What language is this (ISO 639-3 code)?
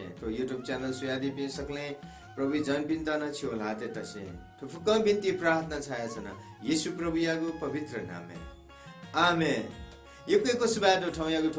new